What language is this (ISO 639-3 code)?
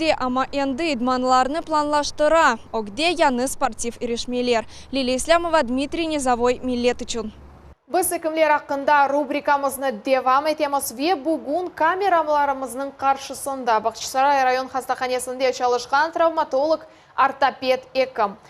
crh